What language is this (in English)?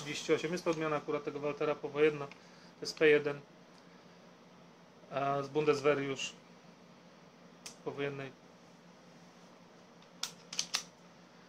Polish